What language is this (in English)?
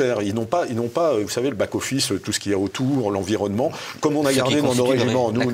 French